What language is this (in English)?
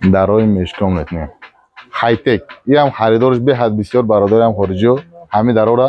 Tajik